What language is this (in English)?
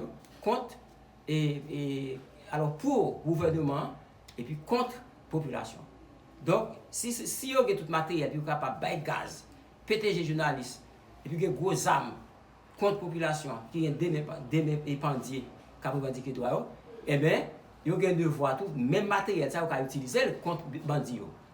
Haitian Creole